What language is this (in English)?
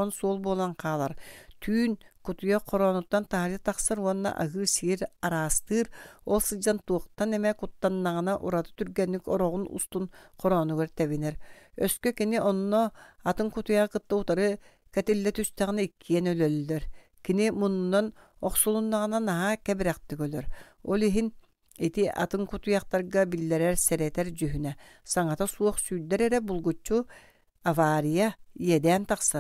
Yakut